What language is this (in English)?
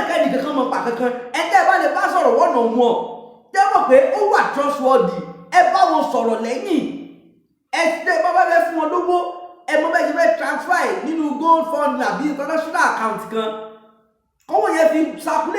Yoruba